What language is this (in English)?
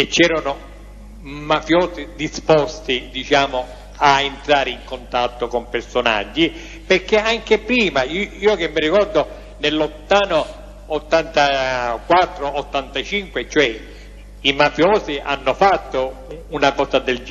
Italian